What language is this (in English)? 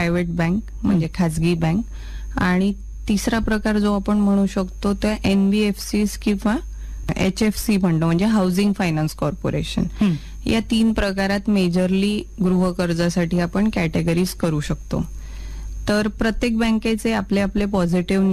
Marathi